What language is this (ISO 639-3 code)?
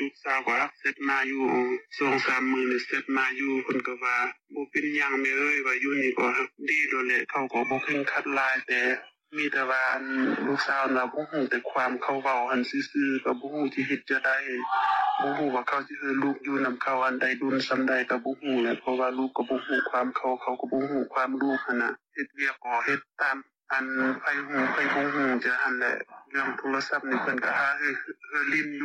lao